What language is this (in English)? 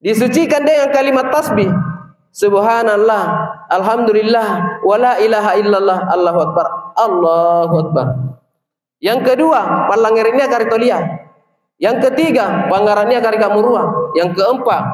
Makasar